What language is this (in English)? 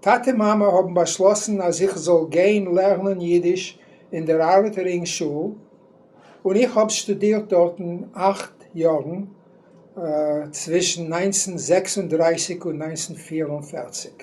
Yiddish